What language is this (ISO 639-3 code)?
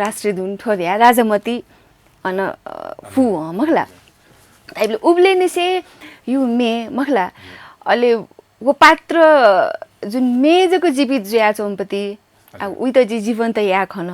new